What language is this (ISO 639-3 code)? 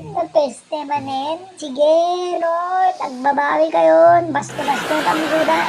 ilo